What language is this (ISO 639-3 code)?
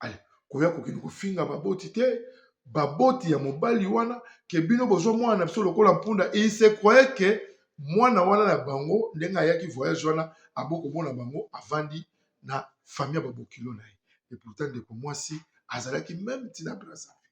lin